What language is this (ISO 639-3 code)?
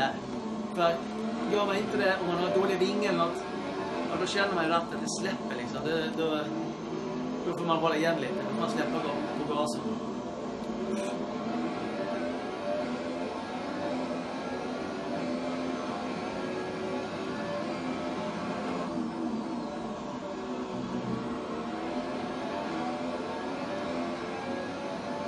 swe